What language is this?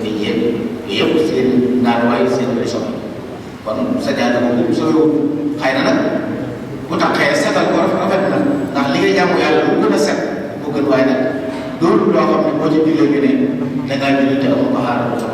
Wolof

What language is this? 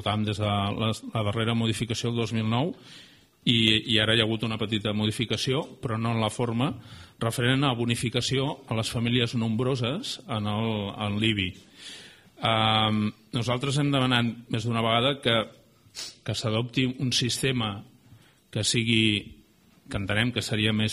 Catalan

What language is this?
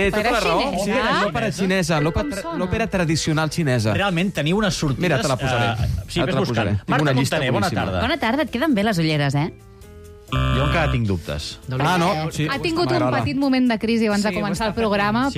Catalan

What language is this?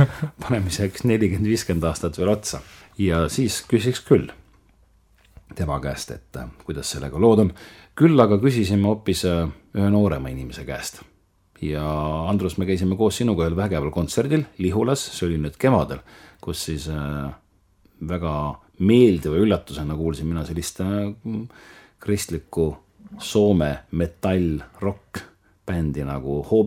Estonian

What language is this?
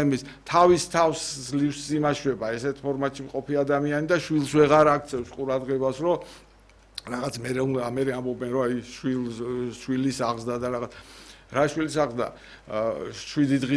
Georgian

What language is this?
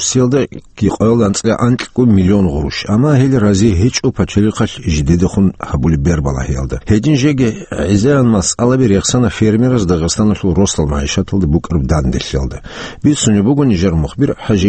Avaric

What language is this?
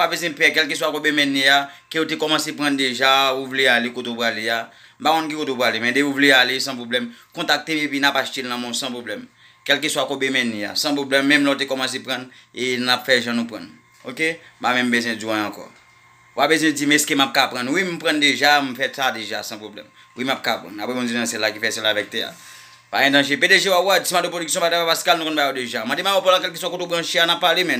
Haitian Creole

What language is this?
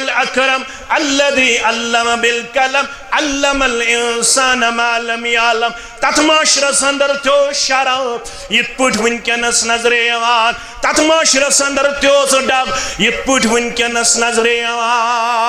Kashmiri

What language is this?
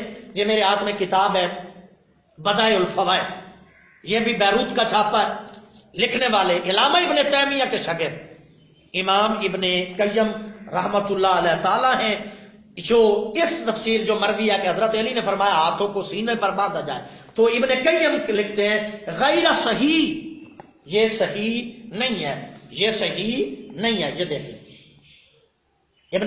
Urdu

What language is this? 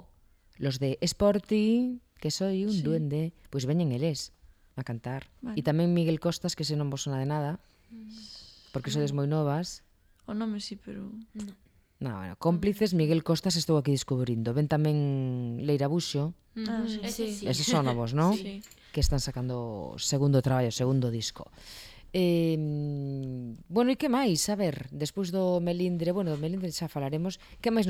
Galician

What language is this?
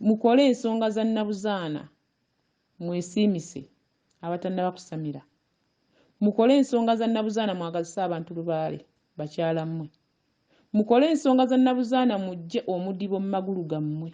Ganda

